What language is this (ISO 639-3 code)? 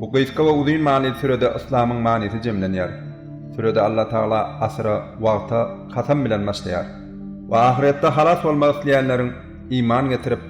tuk